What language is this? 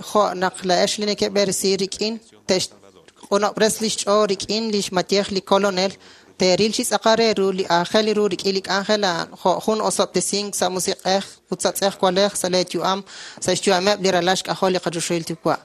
Kekchí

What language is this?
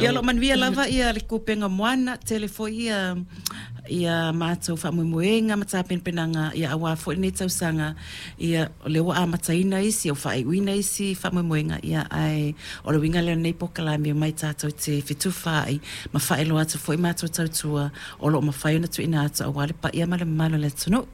Samoan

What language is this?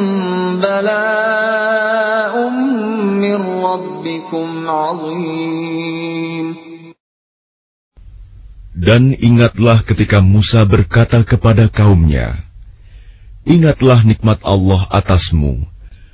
Indonesian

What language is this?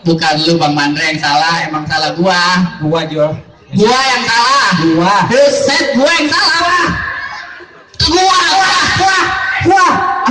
Betawi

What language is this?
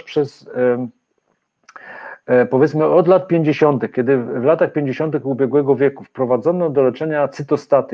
Polish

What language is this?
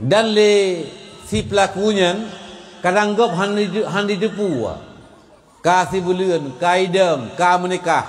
Achinese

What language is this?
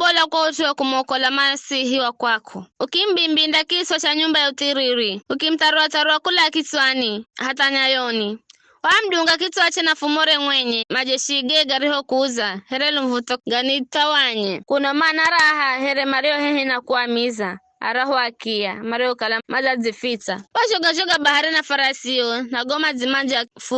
Giryama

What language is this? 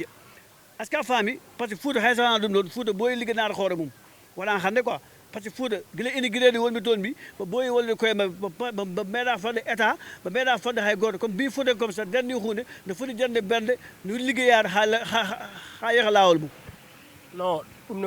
Fula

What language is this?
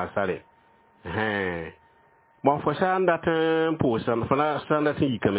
Mossi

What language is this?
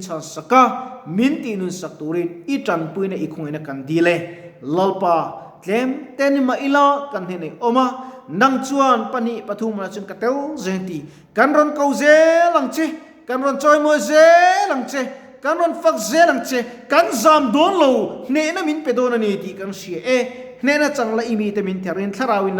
Mizo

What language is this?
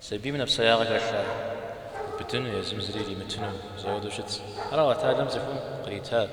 Kabardian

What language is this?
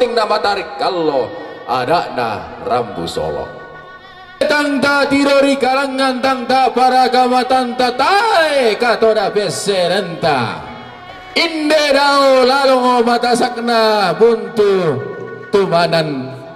Toraja-Sa'dan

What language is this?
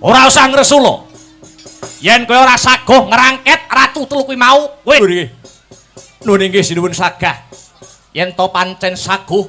Javanese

